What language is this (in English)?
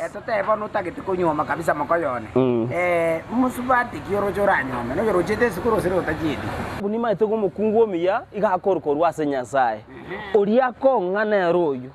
Gusii